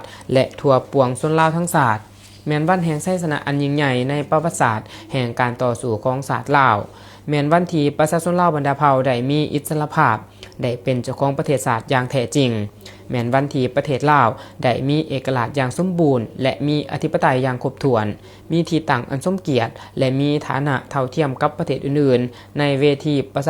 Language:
Lao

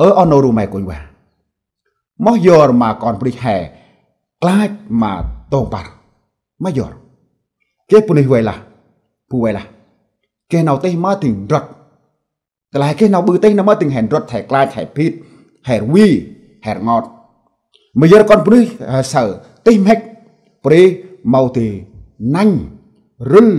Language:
Central Mnong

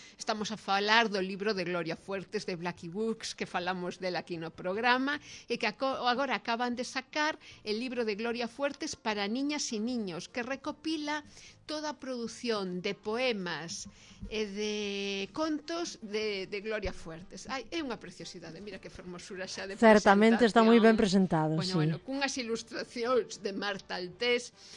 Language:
Galician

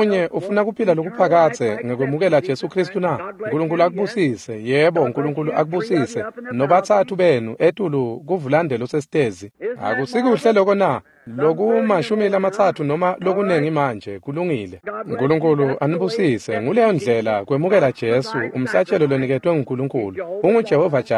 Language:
Swati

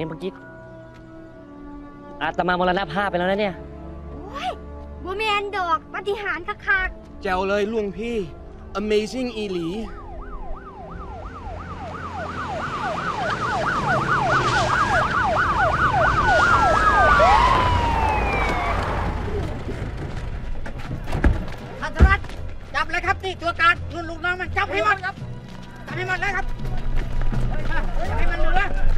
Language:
Thai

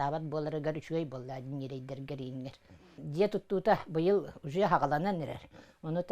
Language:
Yakut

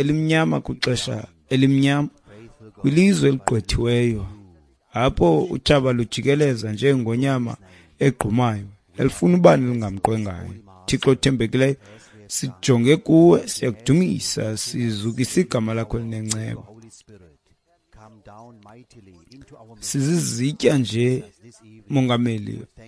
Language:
Xhosa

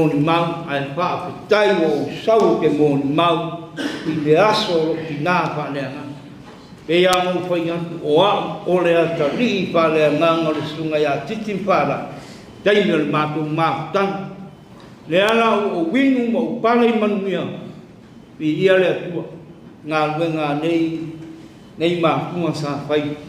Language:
Samoan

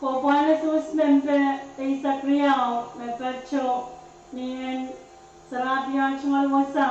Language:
Pohnpeian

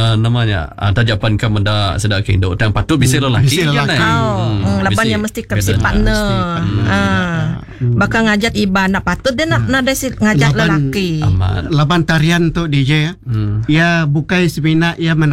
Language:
Iban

